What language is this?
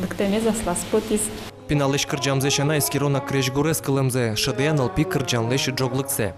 Udmurt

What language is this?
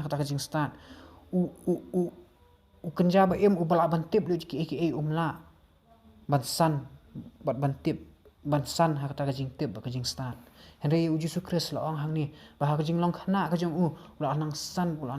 Khasi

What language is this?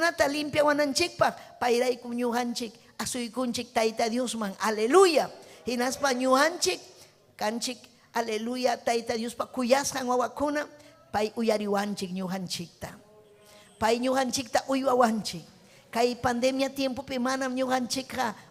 Ayacucho Quechua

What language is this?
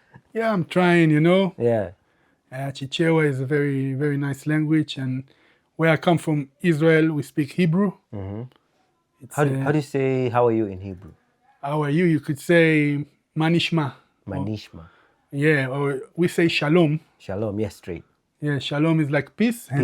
English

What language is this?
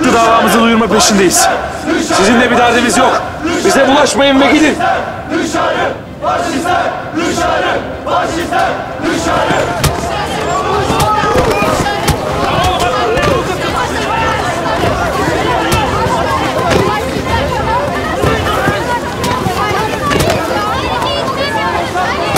Turkish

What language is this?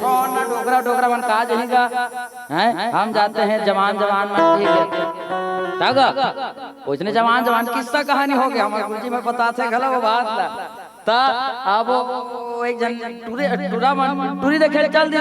Chhattisgarhi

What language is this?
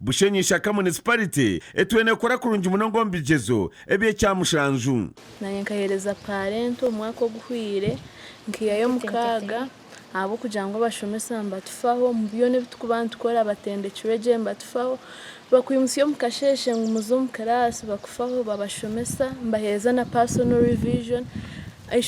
Nyankole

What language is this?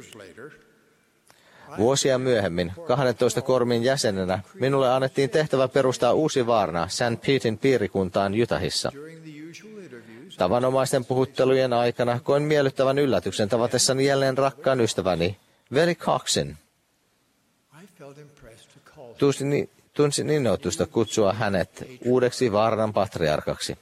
Finnish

